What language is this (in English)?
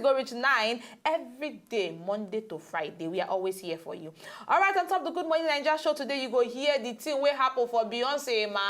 Nigerian Pidgin